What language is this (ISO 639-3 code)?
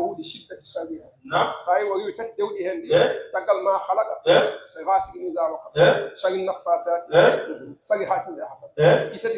ful